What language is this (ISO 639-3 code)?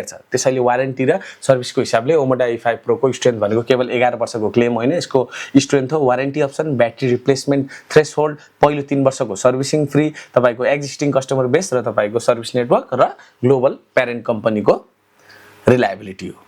nep